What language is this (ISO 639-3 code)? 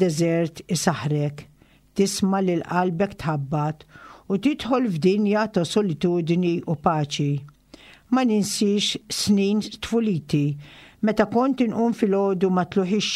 mlt